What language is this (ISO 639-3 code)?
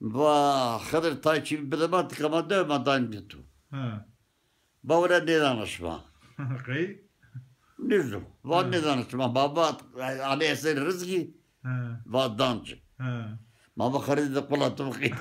zza